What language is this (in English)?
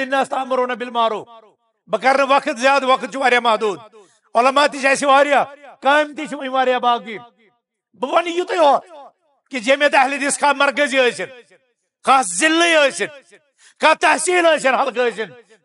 Kashmiri